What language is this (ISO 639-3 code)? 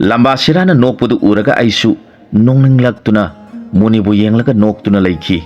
mni